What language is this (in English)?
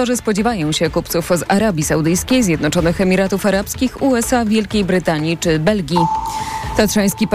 Polish